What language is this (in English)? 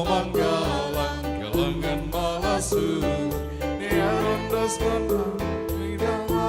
Batak Simalungun